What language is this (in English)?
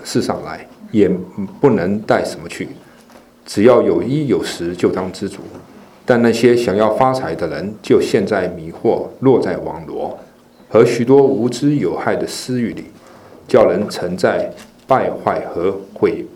Chinese